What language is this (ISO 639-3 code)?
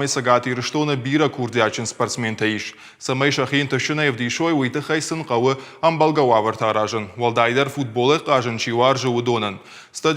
oss